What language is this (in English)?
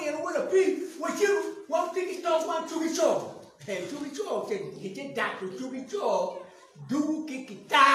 Acoli